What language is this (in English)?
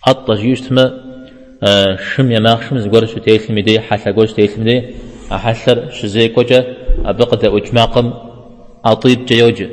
Kabardian